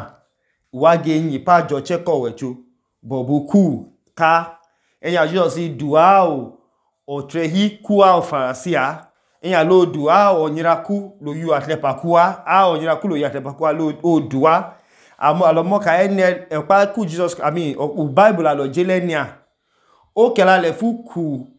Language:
Idoma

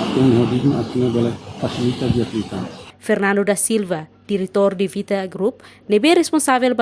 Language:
Tetum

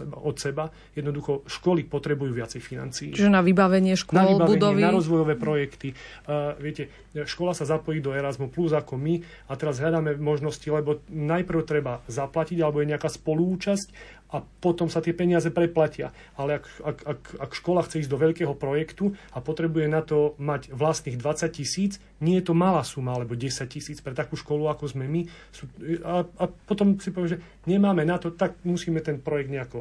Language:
Slovak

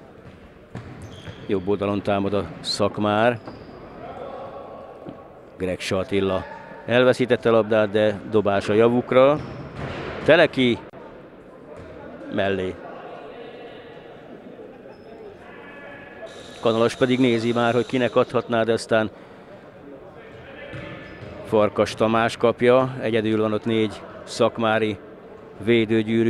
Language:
Hungarian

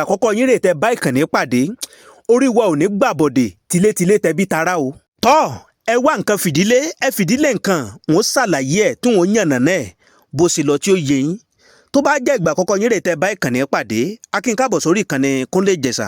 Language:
Yoruba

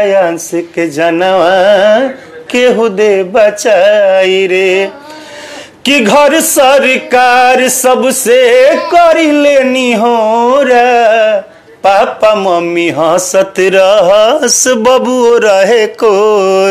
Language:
Bhojpuri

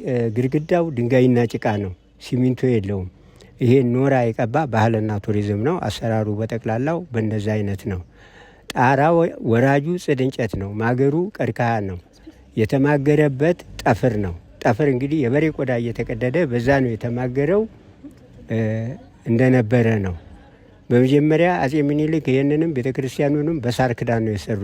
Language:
Amharic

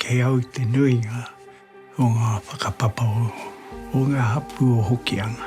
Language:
Māori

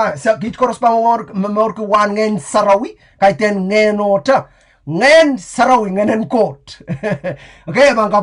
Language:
Pohnpeian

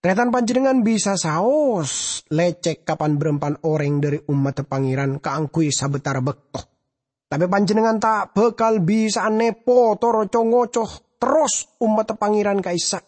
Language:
Madurese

